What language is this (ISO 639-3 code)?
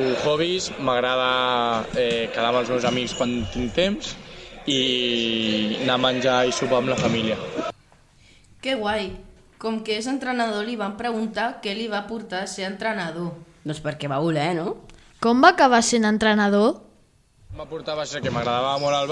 cat